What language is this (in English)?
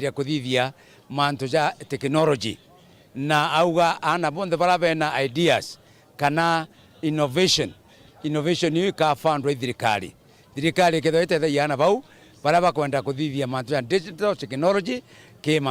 Meru